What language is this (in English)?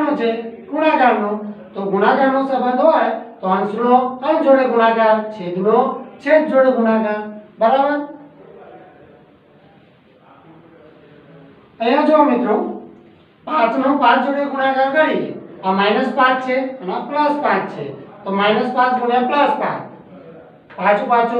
Gujarati